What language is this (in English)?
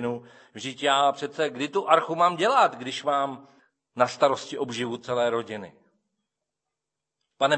Czech